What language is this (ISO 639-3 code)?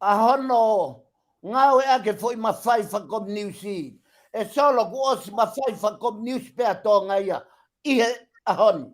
ton